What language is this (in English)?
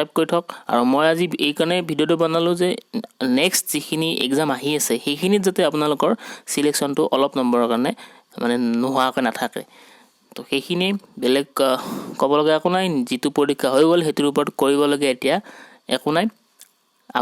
Assamese